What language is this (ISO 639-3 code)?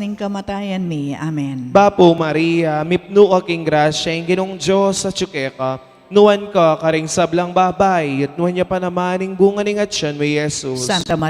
pam